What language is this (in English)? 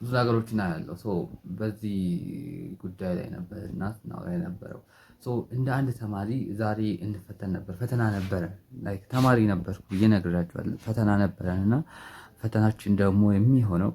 Amharic